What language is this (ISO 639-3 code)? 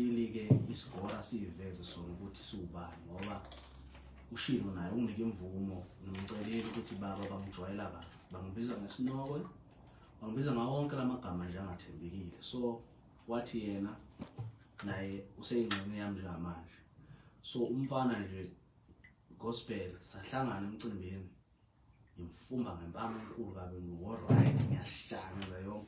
zul